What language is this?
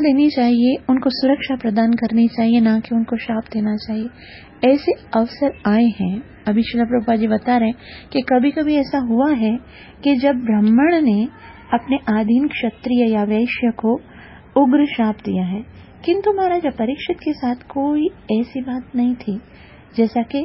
Hindi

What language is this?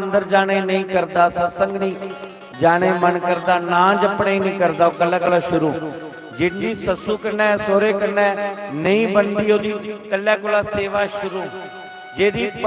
Dogri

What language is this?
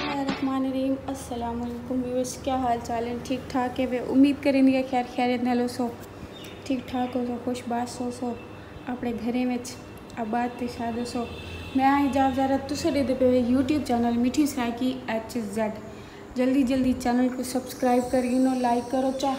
Saraiki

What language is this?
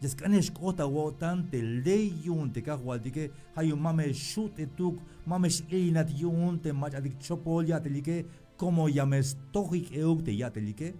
Tzeltal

